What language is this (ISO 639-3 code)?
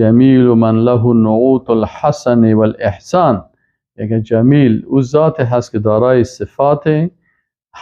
fas